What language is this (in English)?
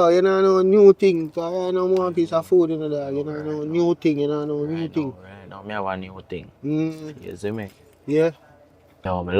Jamaican Creole English